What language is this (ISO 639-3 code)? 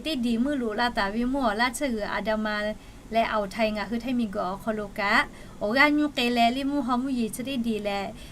lhu